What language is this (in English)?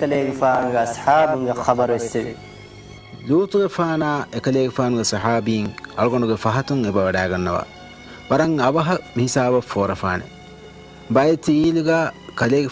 Divehi